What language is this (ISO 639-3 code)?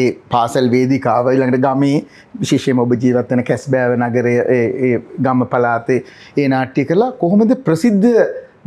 sin